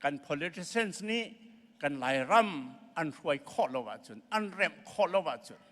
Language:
Hakha Chin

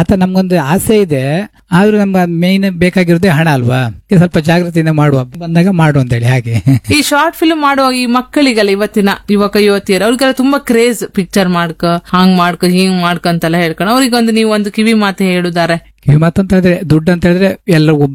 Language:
Kannada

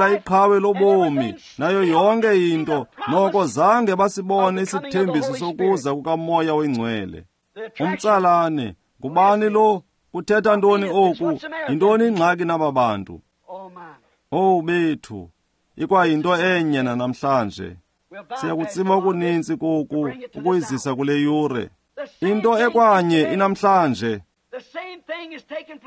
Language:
Xhosa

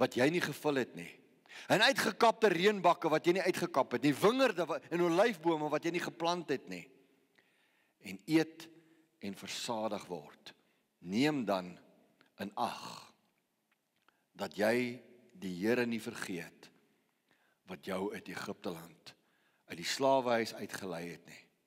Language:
Afrikaans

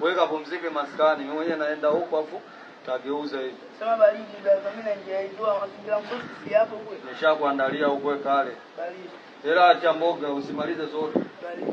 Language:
Swahili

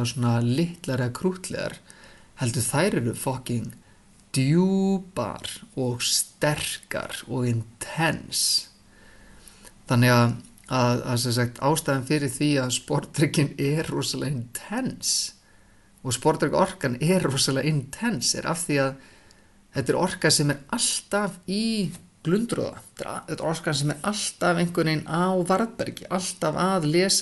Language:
Icelandic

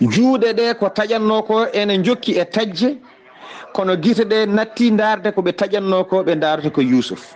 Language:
Fula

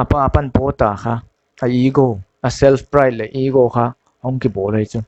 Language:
Paite Chin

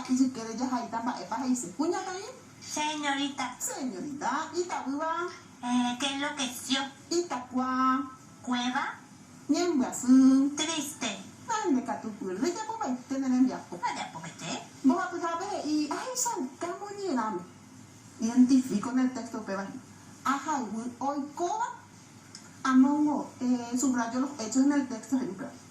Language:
Guarani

